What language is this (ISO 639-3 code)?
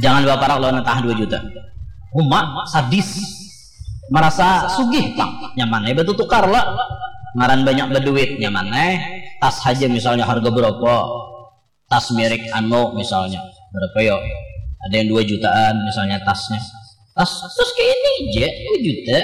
bjn